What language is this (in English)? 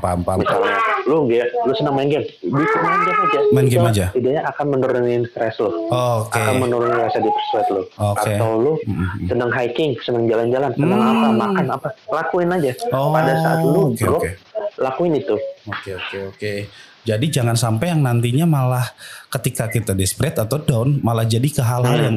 Indonesian